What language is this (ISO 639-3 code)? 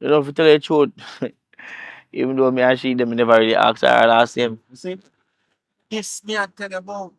jam